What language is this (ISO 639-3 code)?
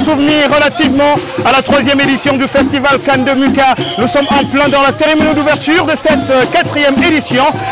fra